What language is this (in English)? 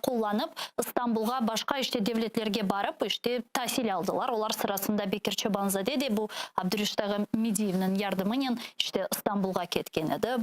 Crimean Tatar